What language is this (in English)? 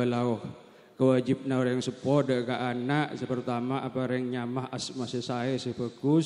Madurese